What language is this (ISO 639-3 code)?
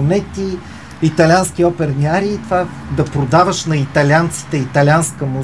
bul